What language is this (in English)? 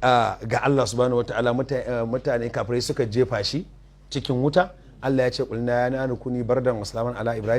Hausa